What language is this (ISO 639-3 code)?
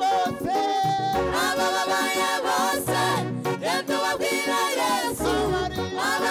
kin